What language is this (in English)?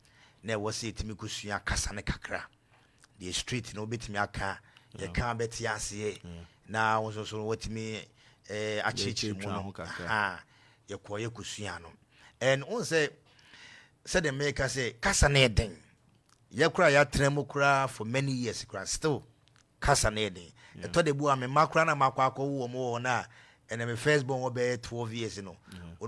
Akan